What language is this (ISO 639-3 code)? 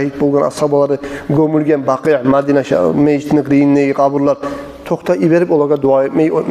kum